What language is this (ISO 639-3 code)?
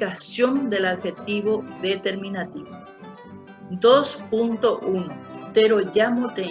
grn